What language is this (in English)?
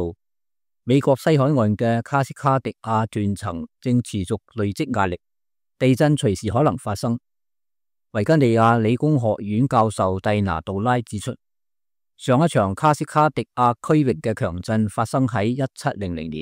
Cantonese